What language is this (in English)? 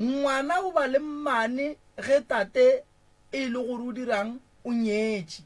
Northern Sotho